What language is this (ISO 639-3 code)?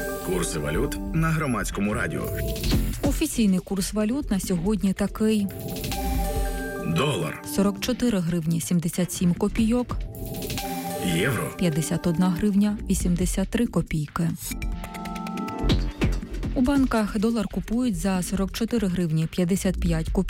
ukr